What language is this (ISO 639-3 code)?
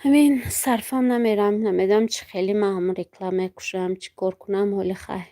tgk